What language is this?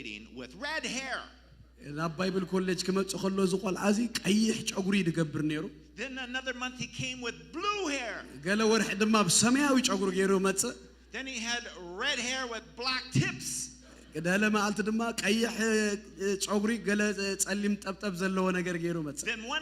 Tigrinya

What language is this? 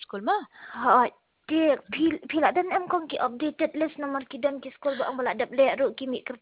Khasi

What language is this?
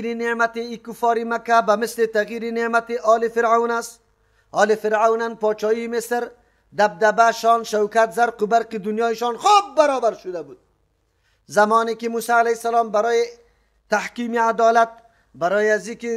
Persian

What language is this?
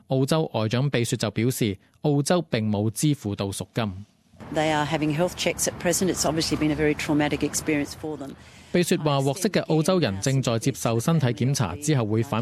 Cantonese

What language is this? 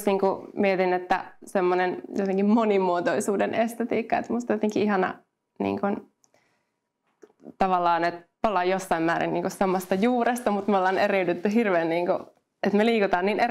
Finnish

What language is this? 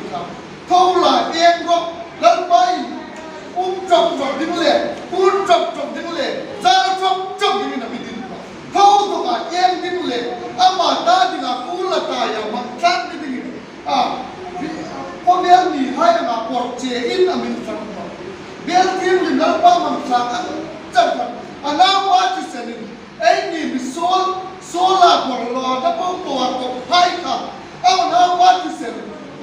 Hmar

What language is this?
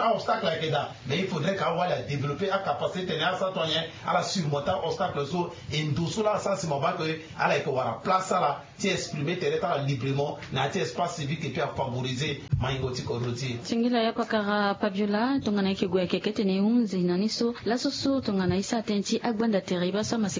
Sango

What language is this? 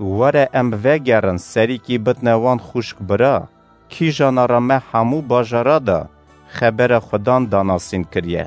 Kurdish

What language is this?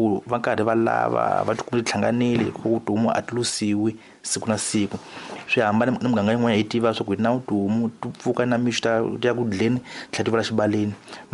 Tsonga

